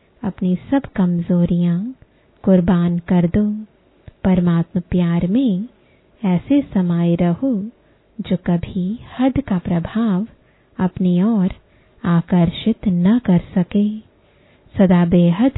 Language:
Hindi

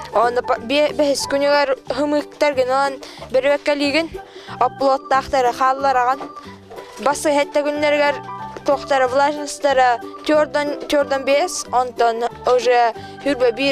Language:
Yakut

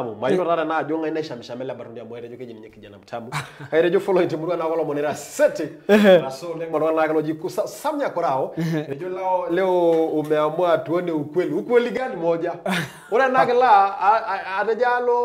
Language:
Masai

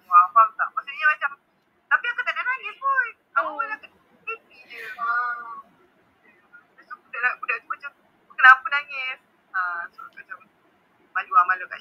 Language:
Malay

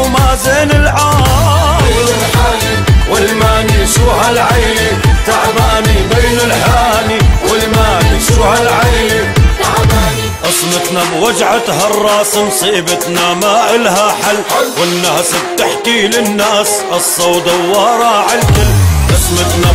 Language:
North Levantine Arabic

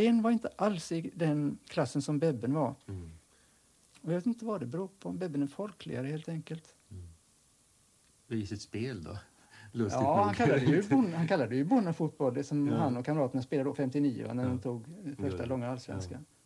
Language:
Swedish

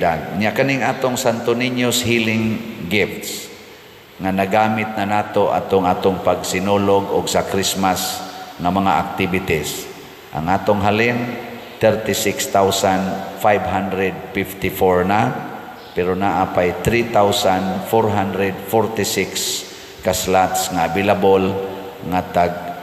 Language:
Cebuano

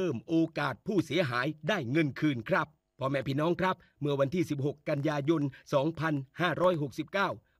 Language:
Thai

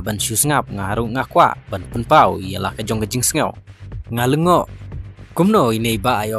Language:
Khasi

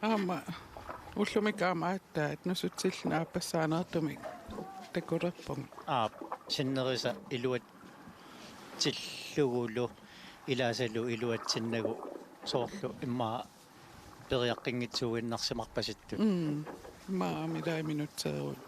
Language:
Kalaallisut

